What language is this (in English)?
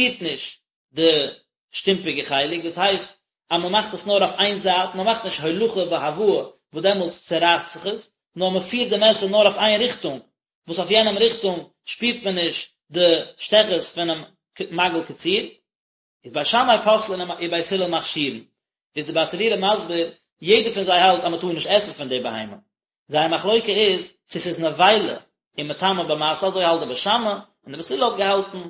Yiddish